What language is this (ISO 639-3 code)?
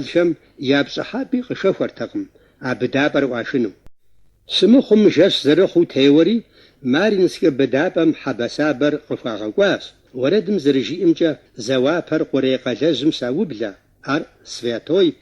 kbd